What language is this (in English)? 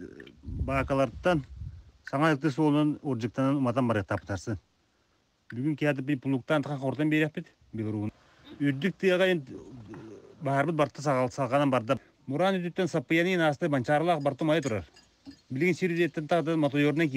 Yakut